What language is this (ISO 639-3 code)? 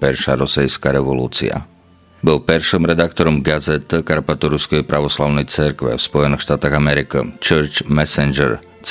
slk